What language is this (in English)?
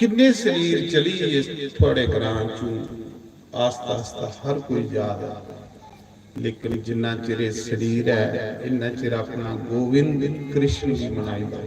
Dogri